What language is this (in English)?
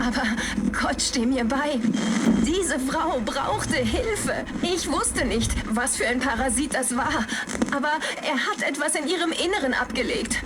Bavarian